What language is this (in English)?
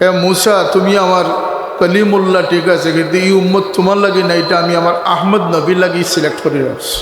Sylheti